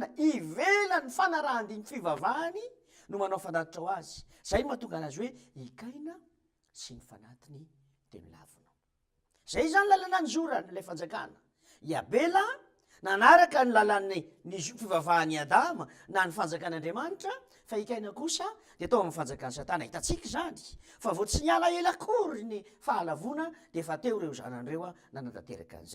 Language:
Malagasy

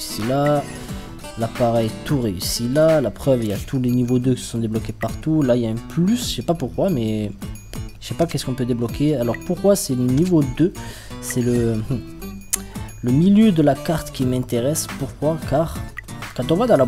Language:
French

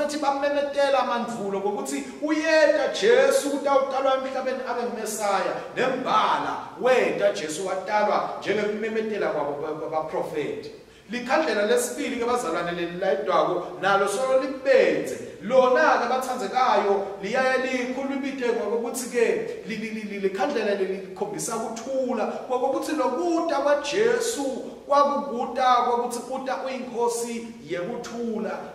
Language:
Swati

